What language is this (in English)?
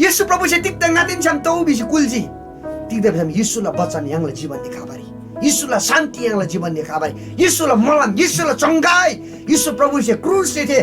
Eastern Tamang